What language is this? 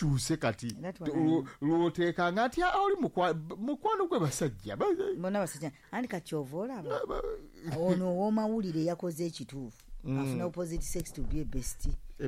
Ganda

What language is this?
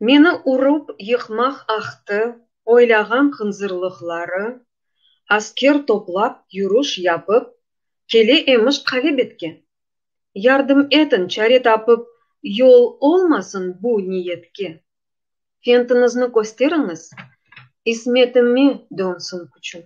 Crimean Tatar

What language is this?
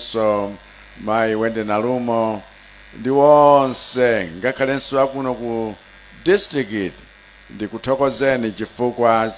Nyanja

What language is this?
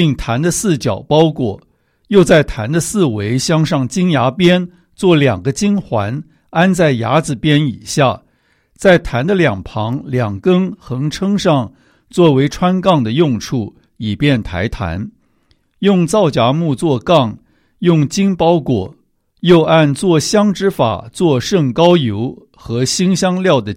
Chinese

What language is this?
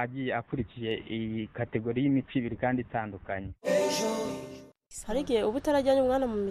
Kinyarwanda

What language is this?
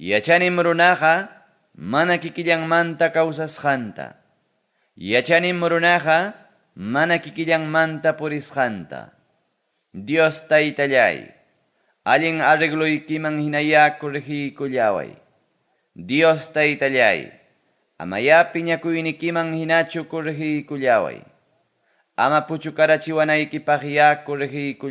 Ayacucho Quechua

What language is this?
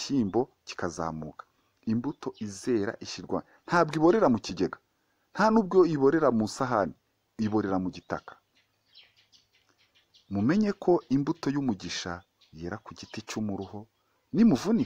Kinyarwanda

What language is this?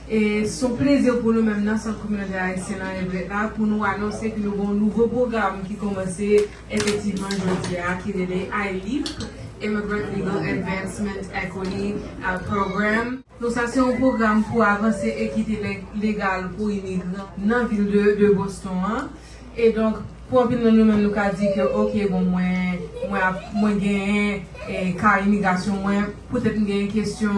Haitian Creole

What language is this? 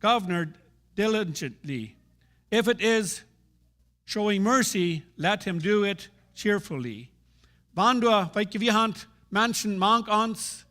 Plautdietsch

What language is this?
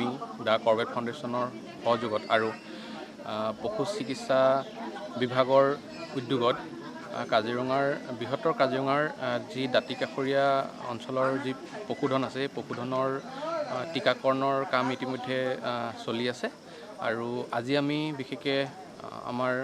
Assamese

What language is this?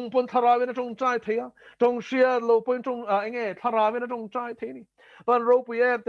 Mizo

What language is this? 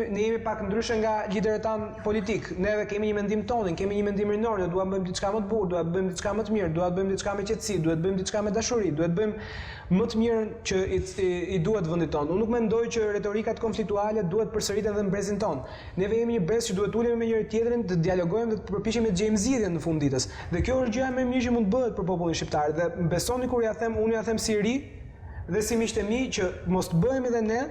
Albanian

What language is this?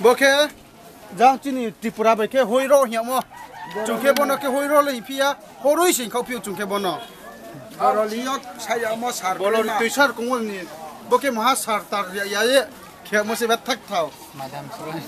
Riang (India)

